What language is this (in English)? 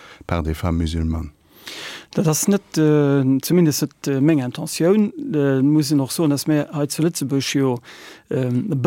Luxembourgish